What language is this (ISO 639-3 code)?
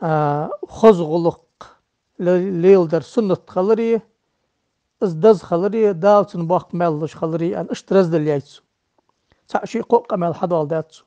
inh